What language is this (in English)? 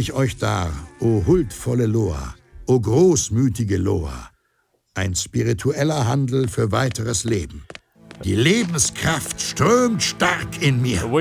Bavarian